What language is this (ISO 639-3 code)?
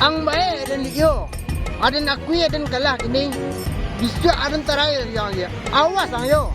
min